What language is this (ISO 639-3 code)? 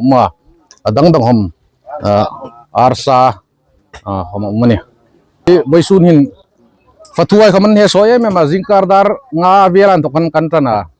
hmr